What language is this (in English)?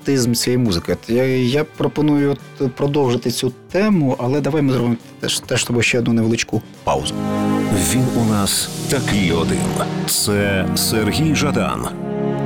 Ukrainian